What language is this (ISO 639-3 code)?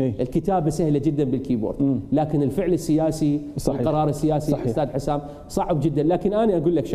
acm